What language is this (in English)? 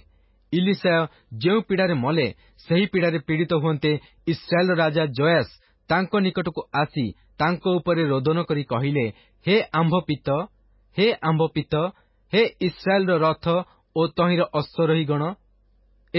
Odia